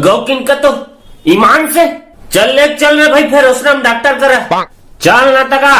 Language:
Chhattisgarhi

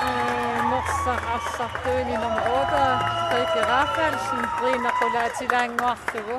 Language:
Kalaallisut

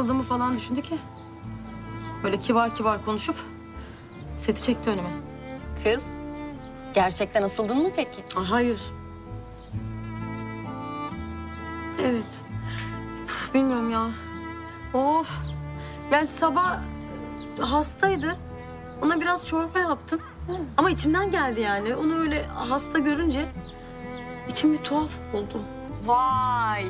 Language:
Turkish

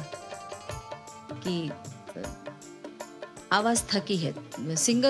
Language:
Bhojpuri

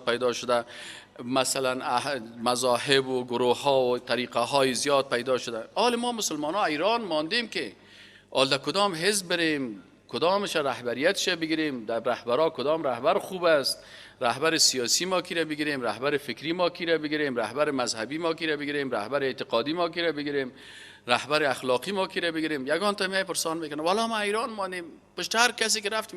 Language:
Persian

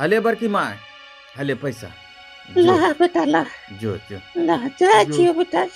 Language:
Angika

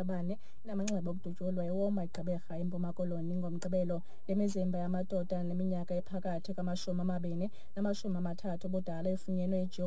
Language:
Xhosa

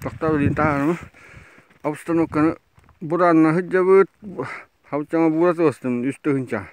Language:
Yakut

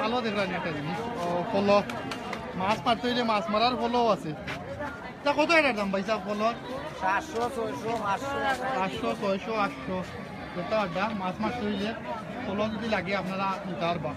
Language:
Sylheti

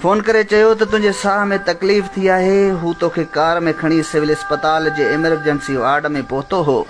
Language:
Sindhi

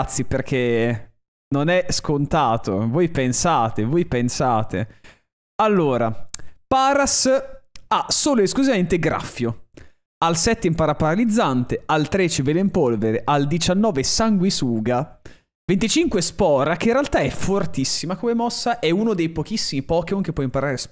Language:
Italian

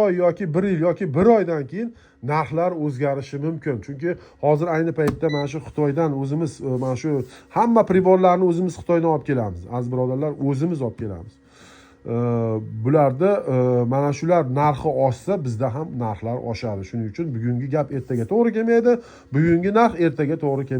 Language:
Uzbek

